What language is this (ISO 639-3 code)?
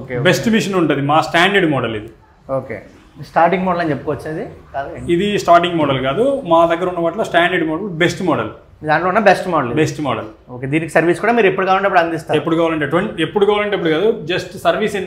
tel